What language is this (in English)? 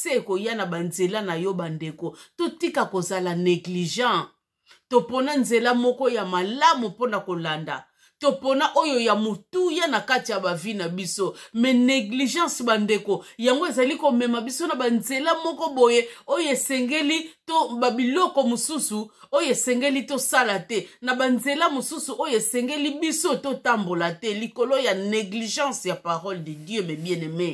Lingala